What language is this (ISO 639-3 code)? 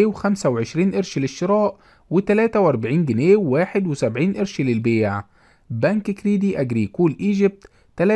arz